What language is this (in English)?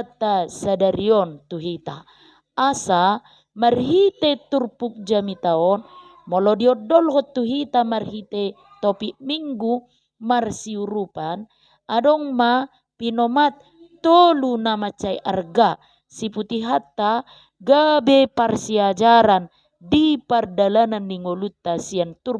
Batak Toba